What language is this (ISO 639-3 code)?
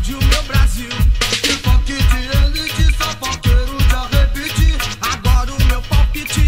por